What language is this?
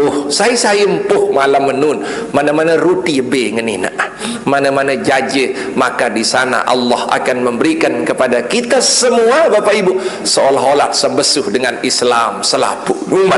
Sasak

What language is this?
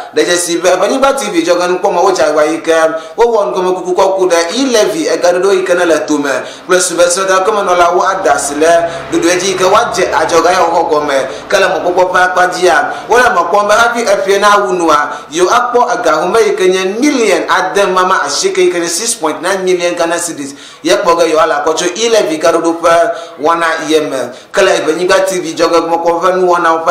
Ewe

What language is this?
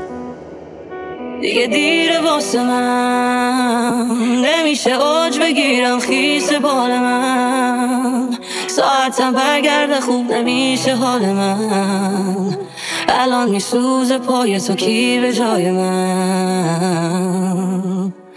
Persian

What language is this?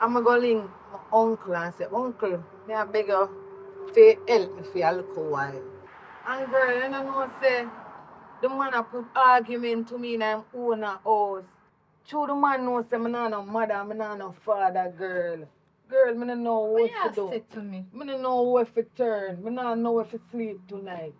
Jamaican Creole English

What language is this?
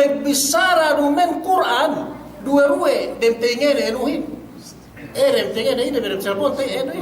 Yakan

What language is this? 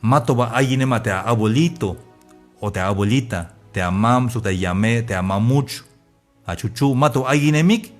Tzeltal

